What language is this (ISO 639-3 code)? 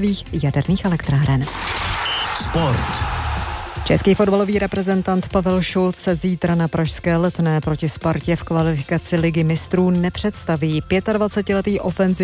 ces